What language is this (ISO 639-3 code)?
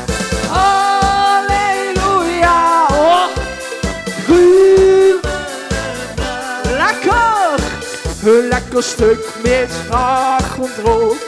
lim